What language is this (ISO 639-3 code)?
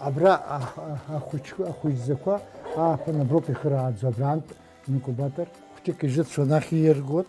abk